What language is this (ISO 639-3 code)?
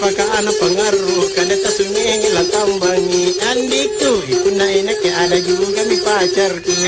mak